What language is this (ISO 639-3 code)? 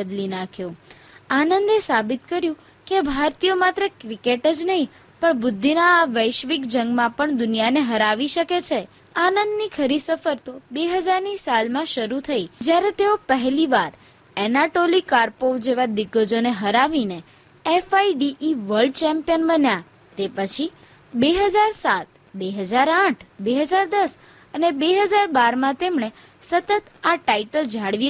guj